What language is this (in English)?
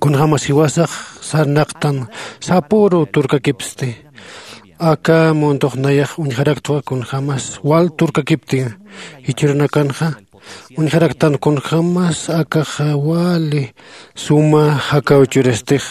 Aymara